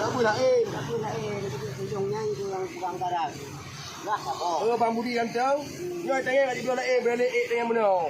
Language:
Achinese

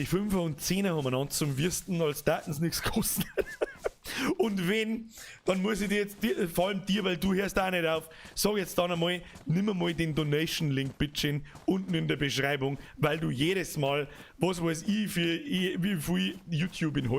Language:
Bavarian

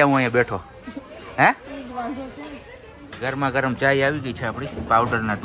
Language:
Gujarati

